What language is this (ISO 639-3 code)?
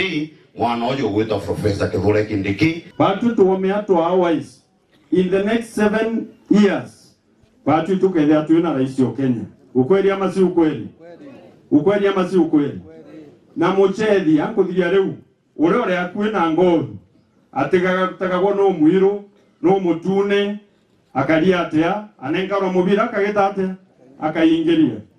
mer